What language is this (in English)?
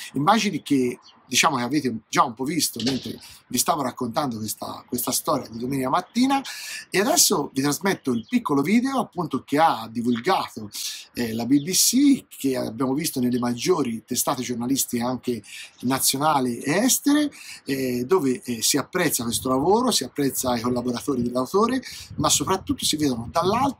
Italian